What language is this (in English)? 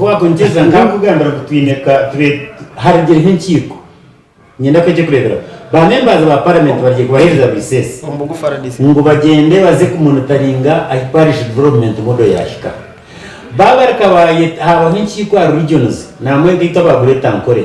Nyankole